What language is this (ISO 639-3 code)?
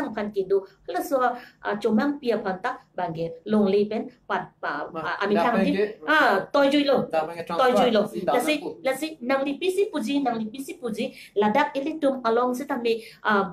mjw